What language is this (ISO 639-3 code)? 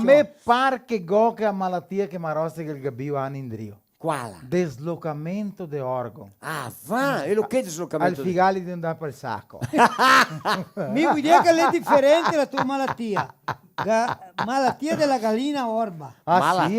vec